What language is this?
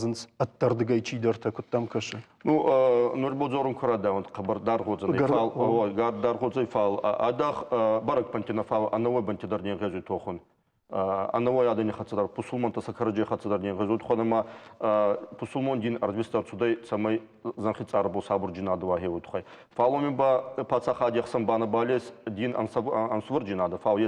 Ossetic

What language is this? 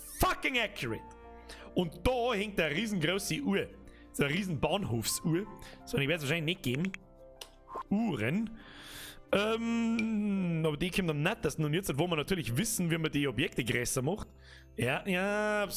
Bavarian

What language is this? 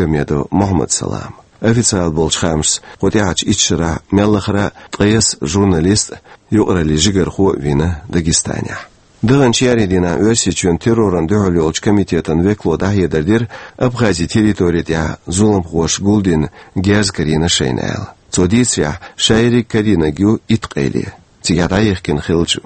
Chechen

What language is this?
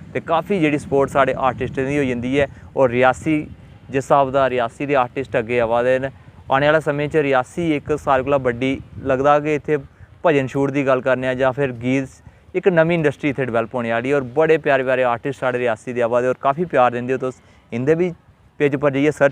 Dogri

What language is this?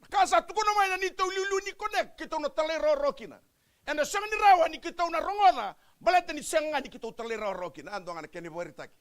Fijian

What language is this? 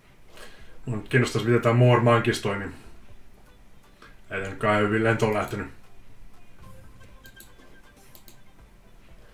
Finnish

